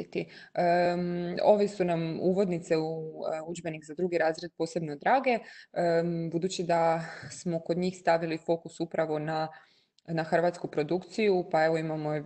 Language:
Croatian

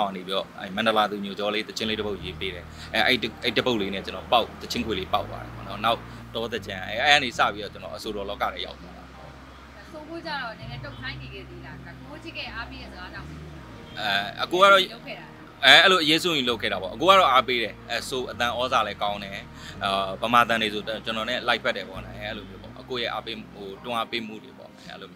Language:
Burmese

